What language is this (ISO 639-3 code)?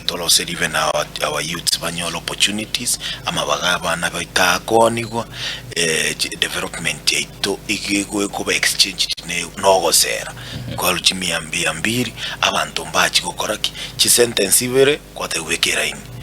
guz